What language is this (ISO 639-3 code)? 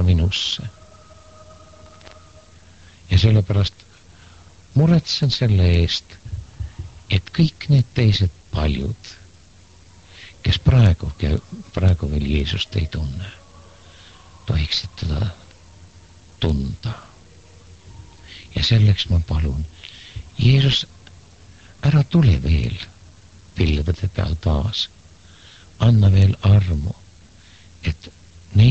est